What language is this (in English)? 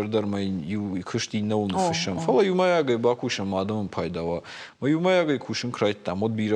Ossetic